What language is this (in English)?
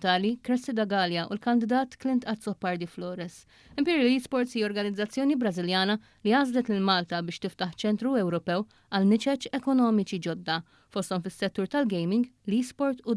Maltese